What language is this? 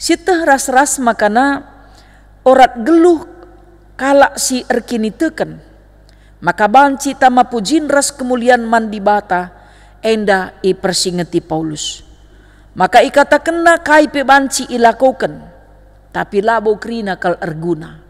Batak Karo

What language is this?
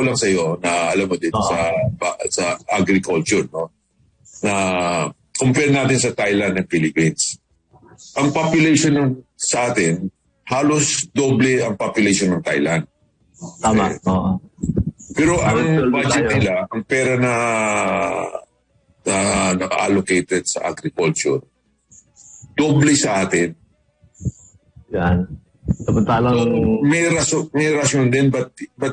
Filipino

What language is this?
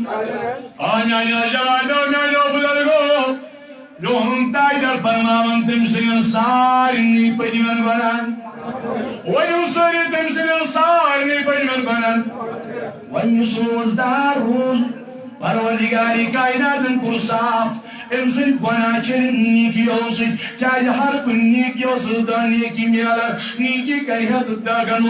Kashmiri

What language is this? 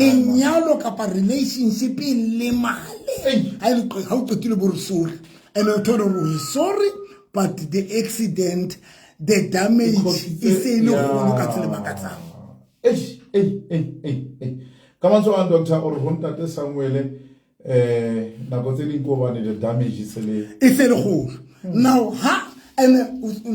Southern Sotho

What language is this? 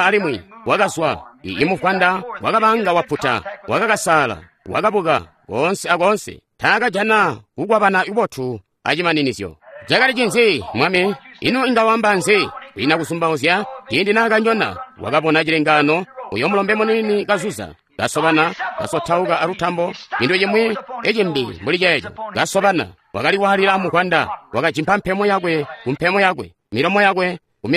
Tonga (Zambia)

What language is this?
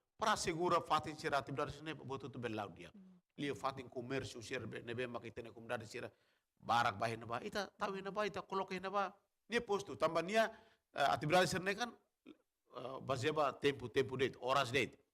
Tetum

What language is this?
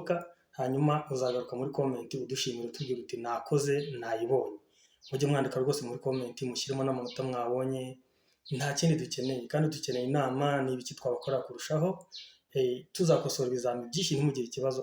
Kinyarwanda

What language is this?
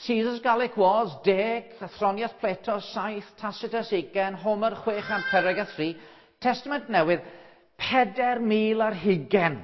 Welsh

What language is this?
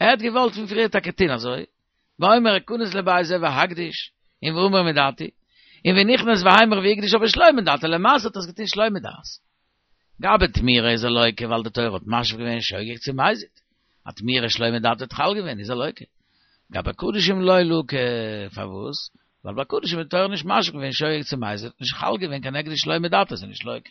Yiddish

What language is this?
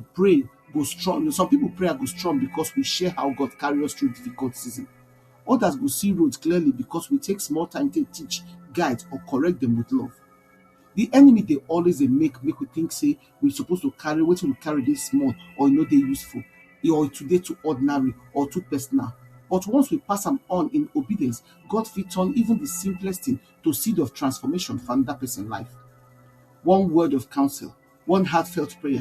Nigerian Pidgin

